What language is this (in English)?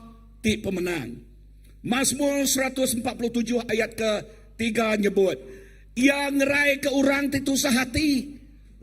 Iban